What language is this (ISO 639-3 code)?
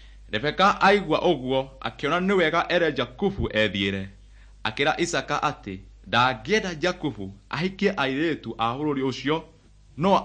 kik